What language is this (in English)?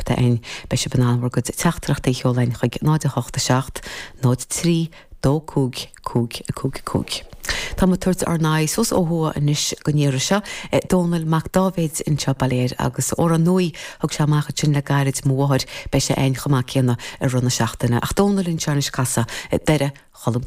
Irish